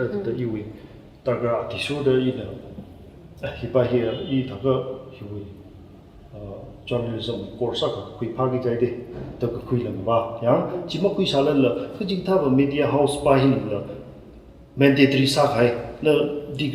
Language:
Tangkhul Naga (India)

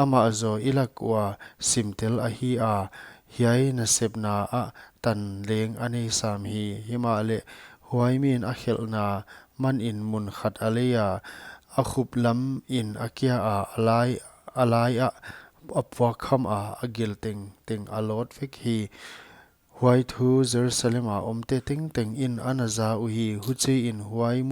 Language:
Paite Chin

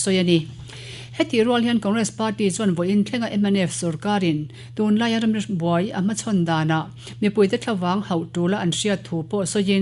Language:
Mizo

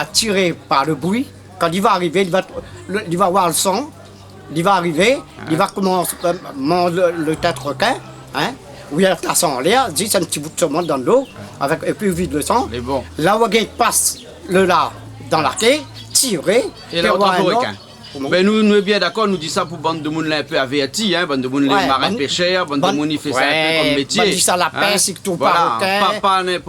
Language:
Réunion Creole French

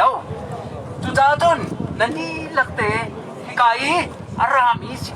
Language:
Hakha Chin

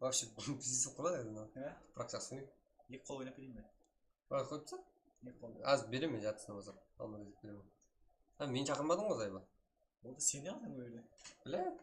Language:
Kara-Kalpak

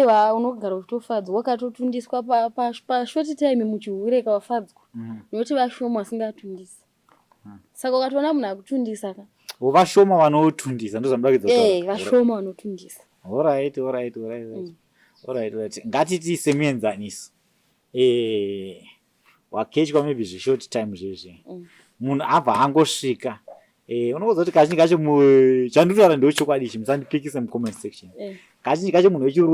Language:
Shona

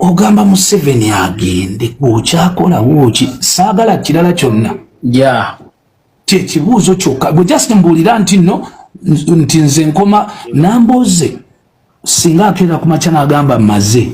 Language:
Ganda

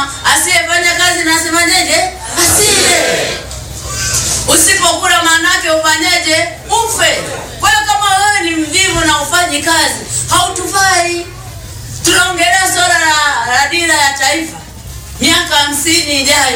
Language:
Swahili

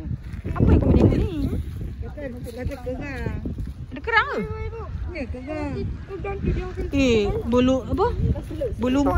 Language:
Malay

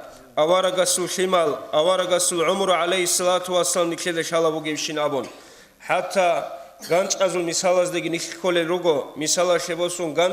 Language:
Avaric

